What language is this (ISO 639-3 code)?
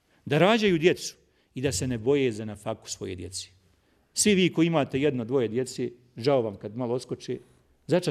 bos